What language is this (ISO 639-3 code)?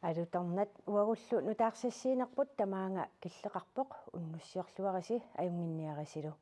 kal